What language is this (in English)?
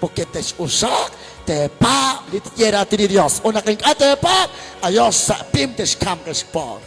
Kekchí